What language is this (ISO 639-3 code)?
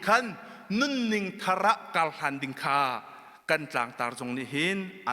cnh